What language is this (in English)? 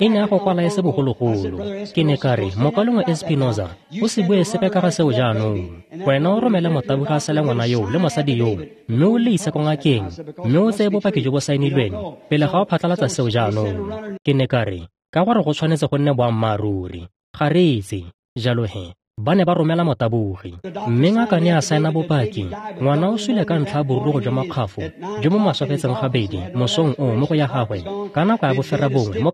Tswana